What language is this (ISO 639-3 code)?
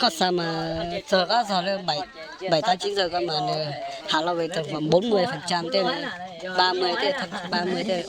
hmn